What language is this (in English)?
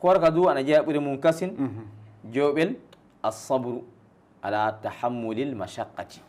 Fula